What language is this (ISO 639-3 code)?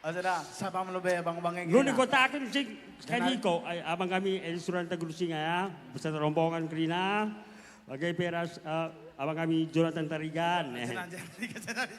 btx